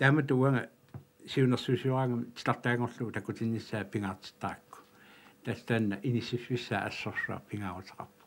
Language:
Kalaallisut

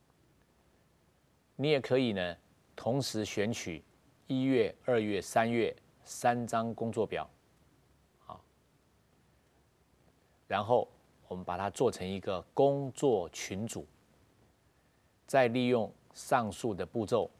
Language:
Chinese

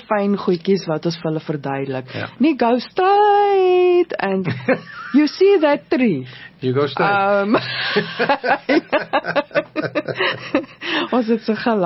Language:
Afrikaans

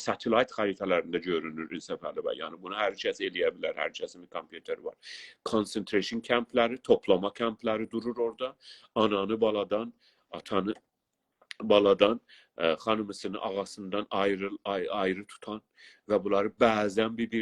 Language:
South Azerbaijani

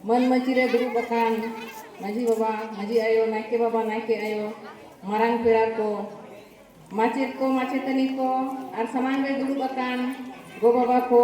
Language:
Santali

